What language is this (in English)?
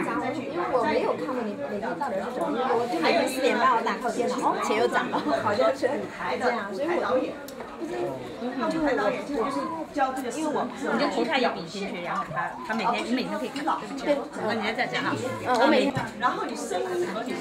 Chinese